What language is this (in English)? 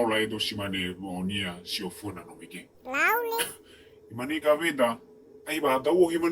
Nias